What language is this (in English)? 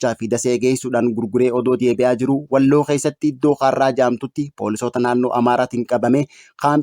Oromo